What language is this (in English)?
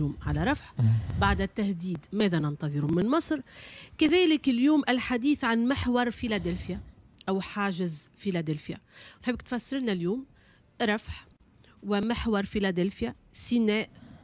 Tunisian Arabic